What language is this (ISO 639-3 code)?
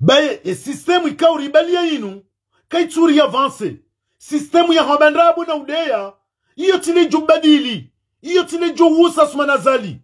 zdj